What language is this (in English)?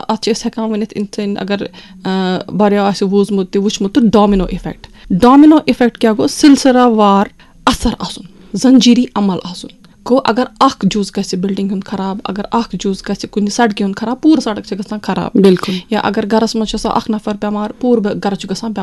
Kashmiri